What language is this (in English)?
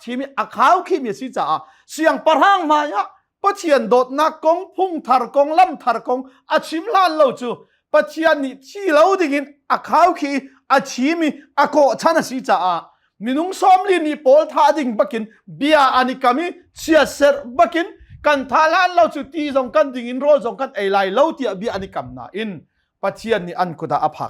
Hakha Chin